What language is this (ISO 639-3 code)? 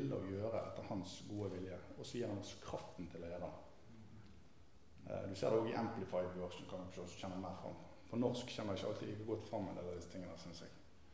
nor